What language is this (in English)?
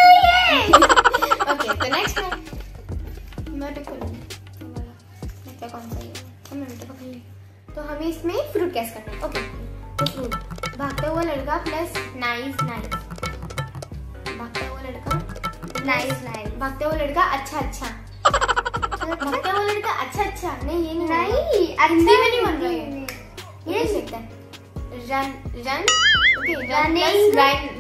Hindi